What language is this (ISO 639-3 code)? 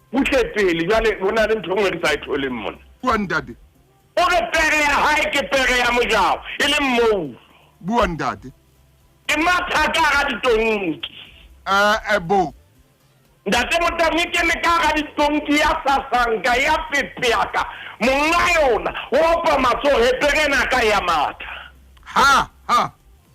sot